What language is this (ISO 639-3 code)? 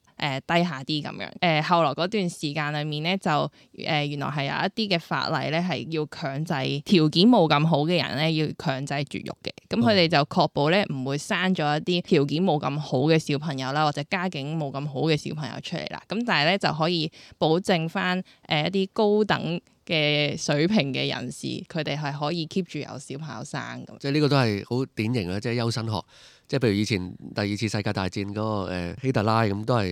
yue